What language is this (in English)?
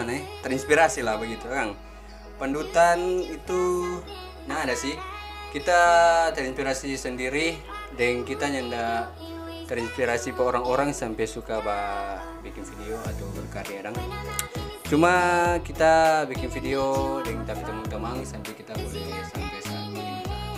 Manado Malay